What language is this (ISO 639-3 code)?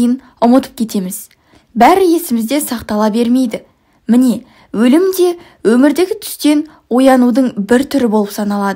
kaz